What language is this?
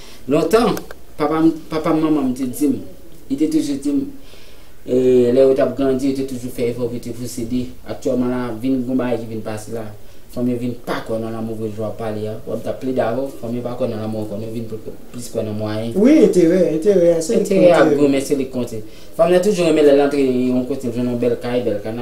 Haitian Creole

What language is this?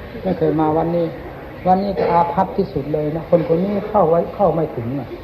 Thai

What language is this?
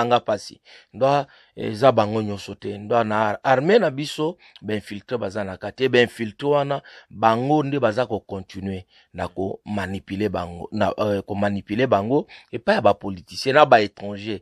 Lingala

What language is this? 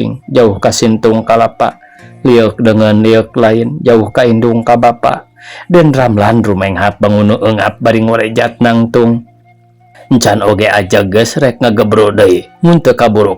Sundanese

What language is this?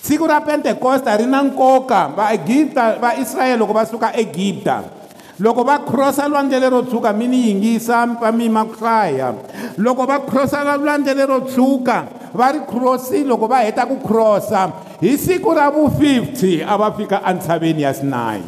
Tsonga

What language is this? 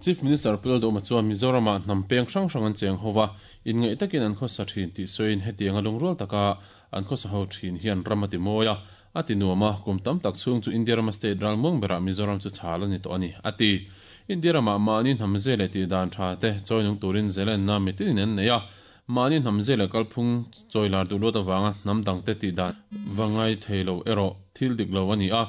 Mizo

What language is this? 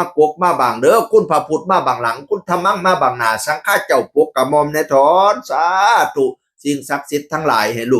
Northeastern Thai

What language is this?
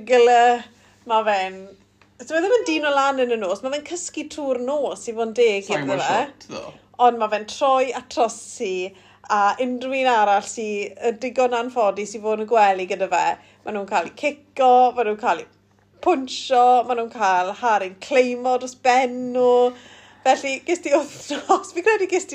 Welsh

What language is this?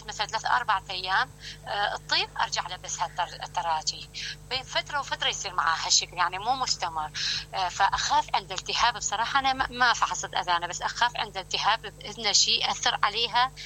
Mesopotamian Arabic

